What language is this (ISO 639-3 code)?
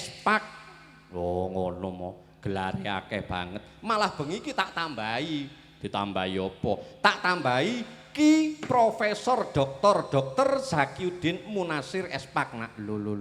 jav